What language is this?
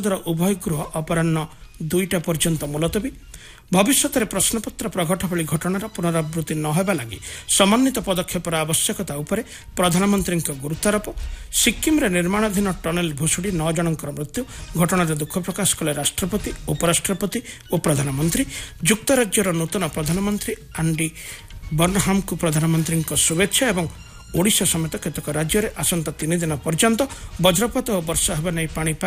Odia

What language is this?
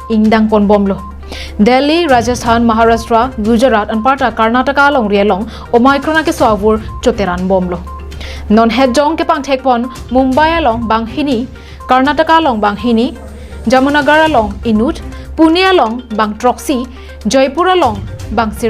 Karbi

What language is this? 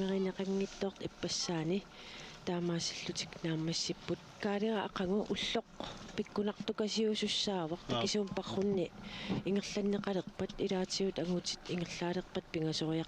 Kalaallisut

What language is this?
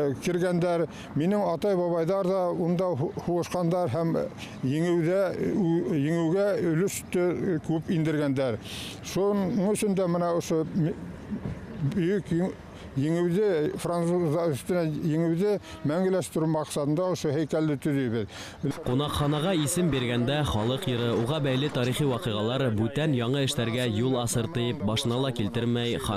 Bashkir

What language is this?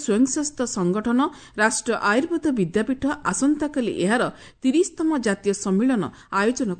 Odia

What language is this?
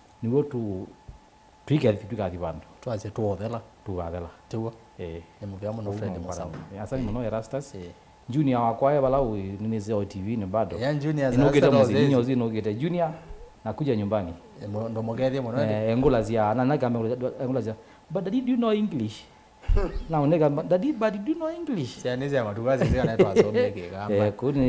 Kamba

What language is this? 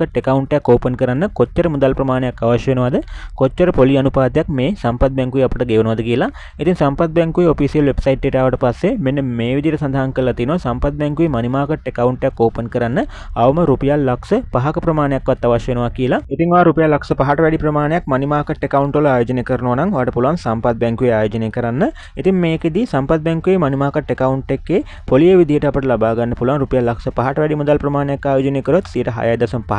Sinhala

